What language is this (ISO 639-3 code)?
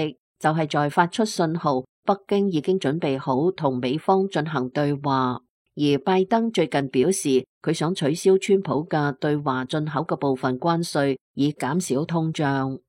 yue